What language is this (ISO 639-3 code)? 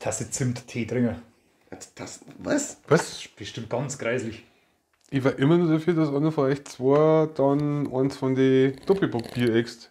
bar